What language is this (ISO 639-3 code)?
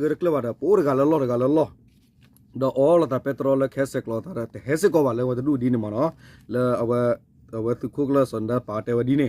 ksw